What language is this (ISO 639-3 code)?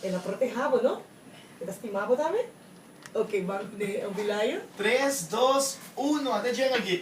pap